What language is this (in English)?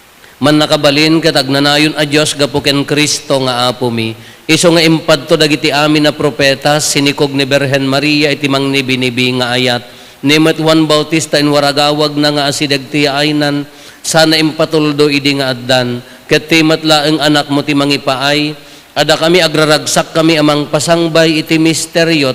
Iloko